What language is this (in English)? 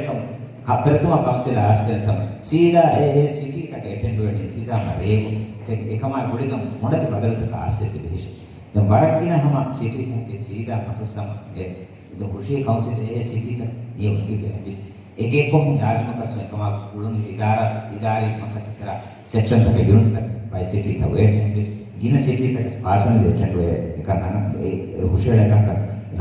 Divehi